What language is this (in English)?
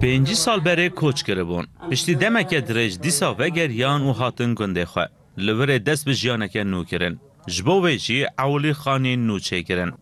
Kurdish